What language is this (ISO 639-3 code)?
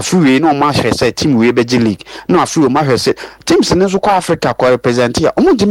aka